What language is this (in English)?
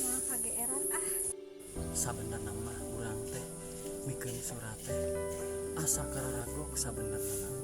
Sundanese